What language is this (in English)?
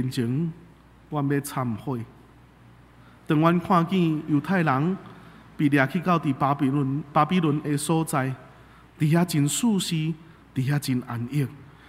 Min Nan Chinese